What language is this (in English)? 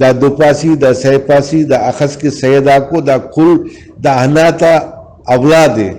Brahui